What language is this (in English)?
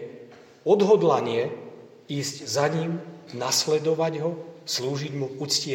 Slovak